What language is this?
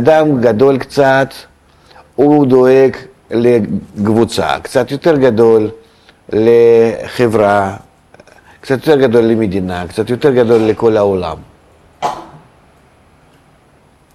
Hebrew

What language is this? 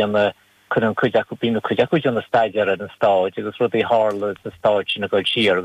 Irish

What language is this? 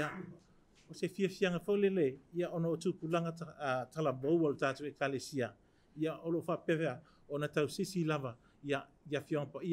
Samoan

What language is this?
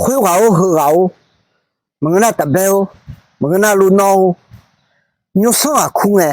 Akha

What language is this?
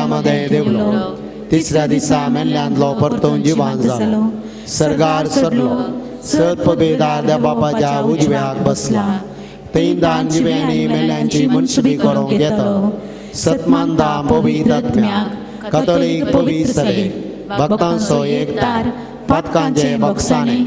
Konkani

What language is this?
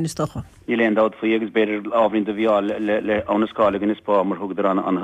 Irish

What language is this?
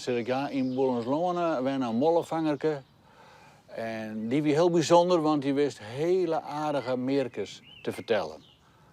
Western Frisian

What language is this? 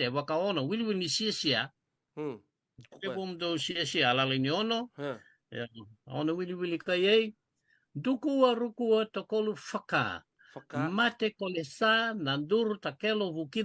Fijian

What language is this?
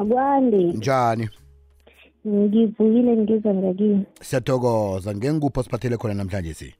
South Ndebele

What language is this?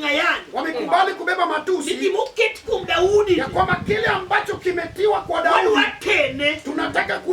Luo (Kenya and Tanzania)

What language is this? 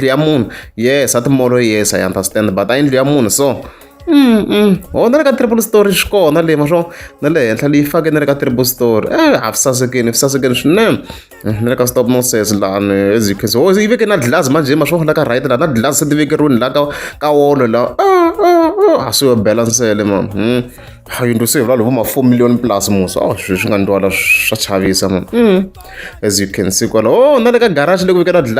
Tsonga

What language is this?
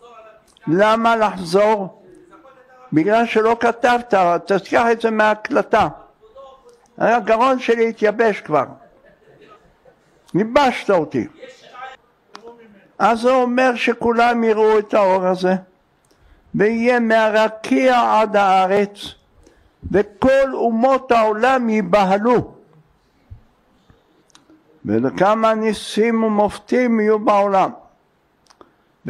Hebrew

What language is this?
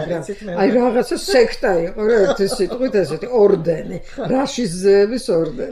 Georgian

